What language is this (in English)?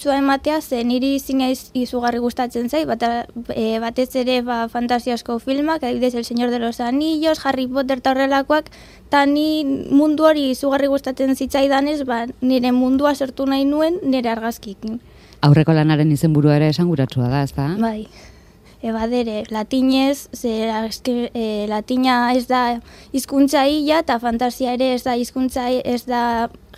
Basque